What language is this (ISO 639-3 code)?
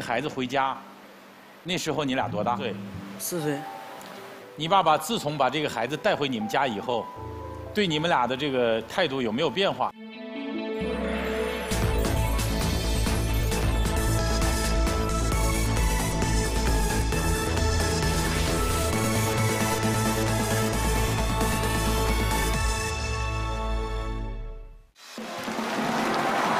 zho